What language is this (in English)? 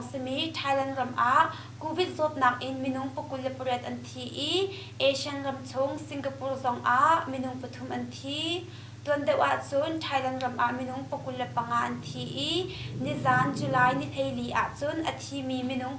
Hakha Chin